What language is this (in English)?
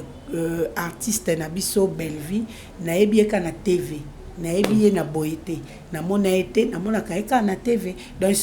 Lingala